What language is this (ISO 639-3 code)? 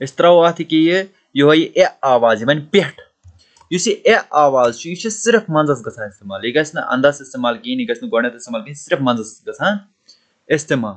kas